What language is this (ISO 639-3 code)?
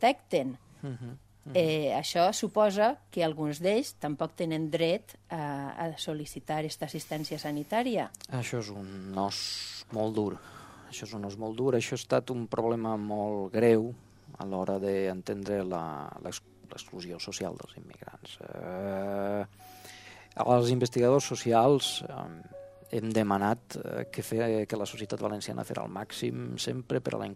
cat